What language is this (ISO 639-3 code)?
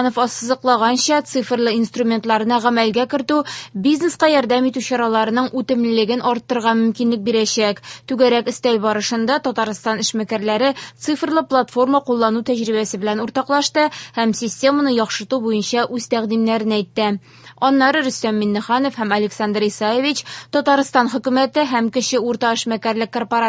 tat